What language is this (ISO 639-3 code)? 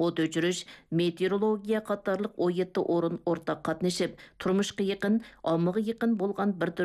uig